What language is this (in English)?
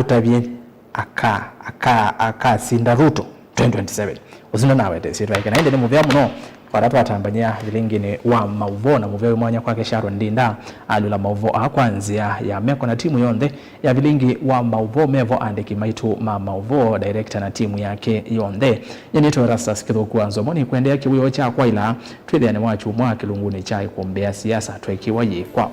Kamba